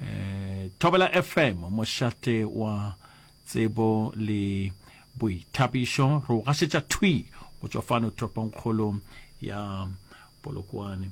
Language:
Northern Sotho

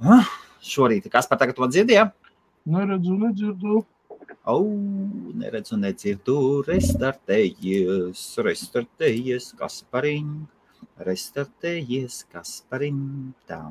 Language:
Latvian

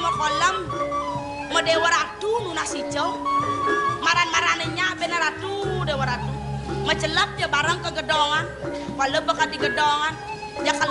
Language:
Balinese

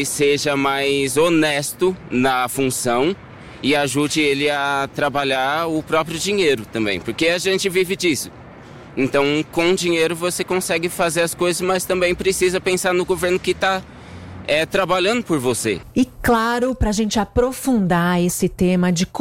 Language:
Portuguese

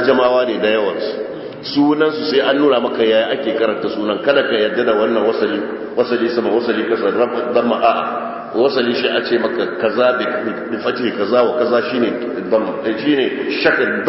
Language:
Hausa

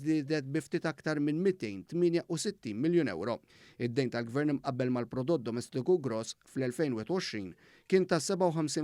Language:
Maltese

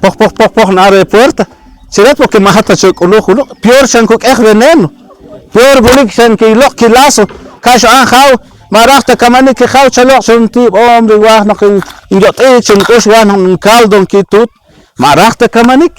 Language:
Poqomchi'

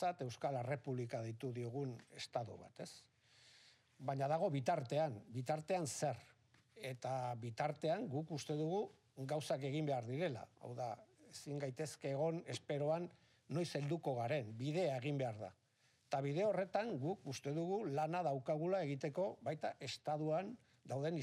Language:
Basque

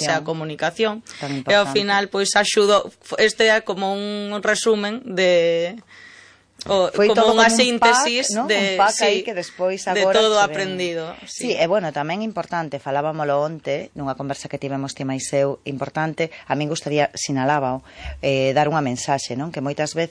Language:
Galician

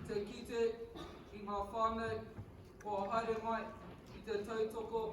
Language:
Māori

